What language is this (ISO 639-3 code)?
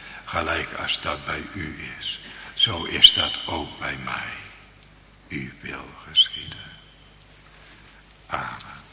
nld